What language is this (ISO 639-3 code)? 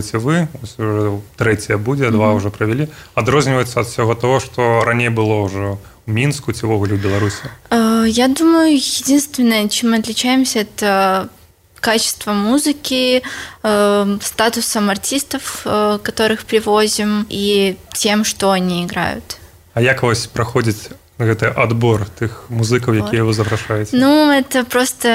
bel